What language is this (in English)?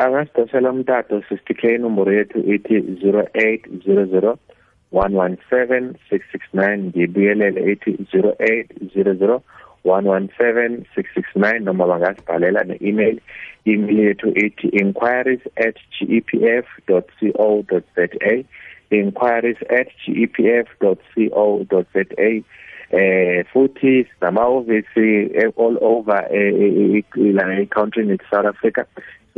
South Ndebele